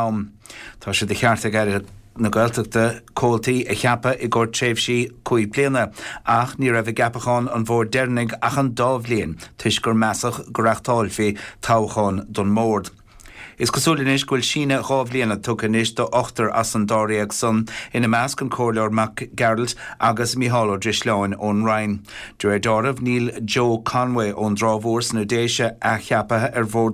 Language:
Irish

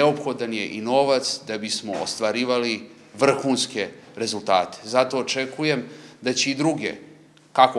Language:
Serbian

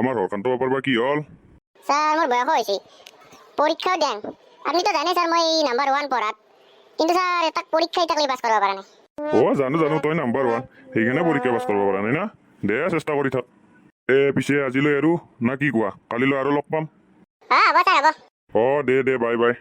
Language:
Assamese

